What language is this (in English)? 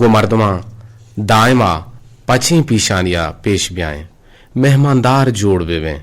Eastern Balochi